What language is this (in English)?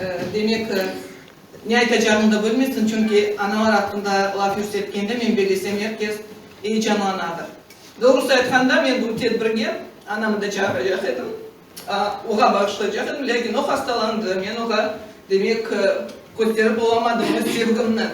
Crimean Tatar